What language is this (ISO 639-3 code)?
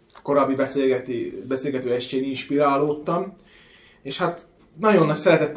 hun